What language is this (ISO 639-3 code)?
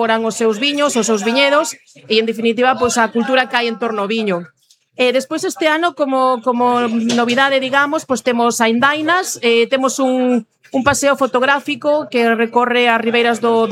glg